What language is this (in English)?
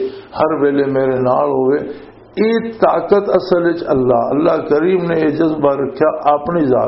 Western Panjabi